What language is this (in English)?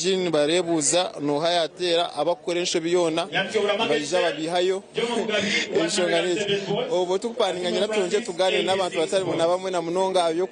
Nyankole